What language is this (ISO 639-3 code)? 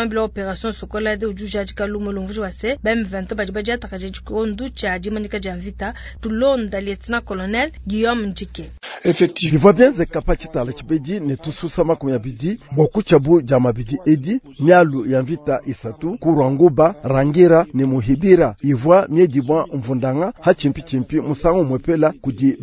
lua